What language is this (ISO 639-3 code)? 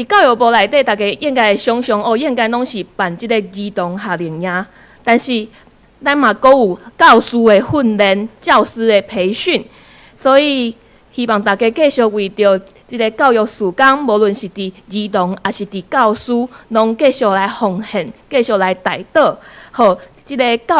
nan